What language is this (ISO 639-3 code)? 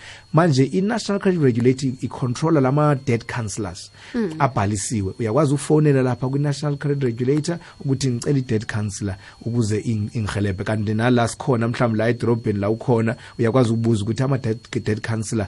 nbl